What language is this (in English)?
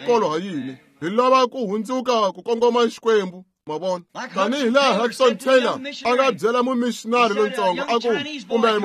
Tsonga